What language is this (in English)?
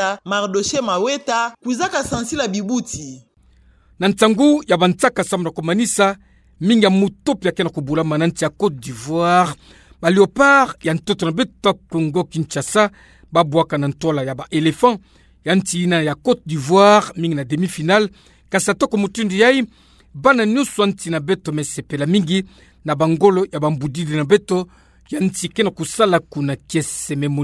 Kituba (Democratic Republic of Congo)